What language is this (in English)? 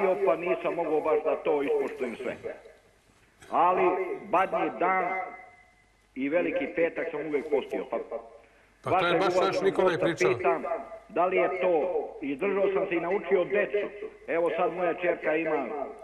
Serbian